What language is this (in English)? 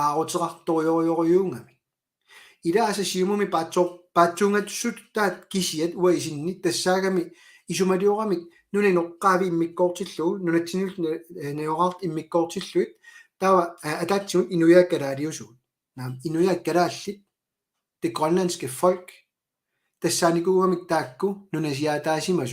Kalaallisut